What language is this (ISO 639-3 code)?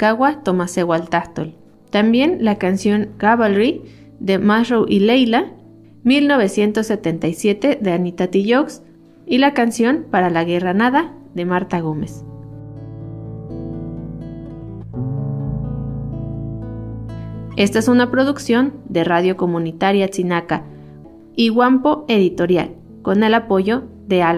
spa